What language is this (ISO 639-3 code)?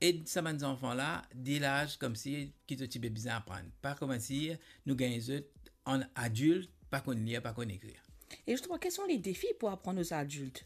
mfe